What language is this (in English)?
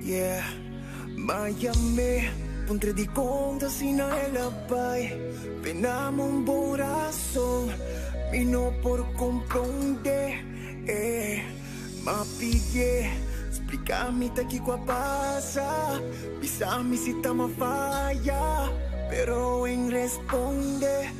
Papiamento